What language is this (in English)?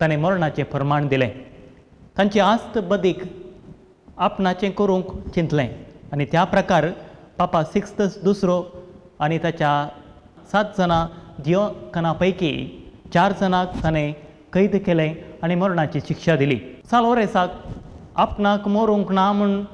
Konkani